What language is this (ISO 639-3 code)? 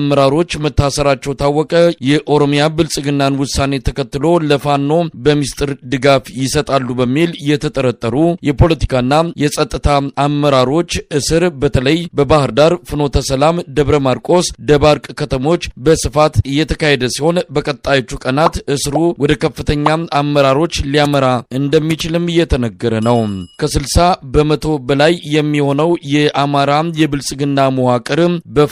amh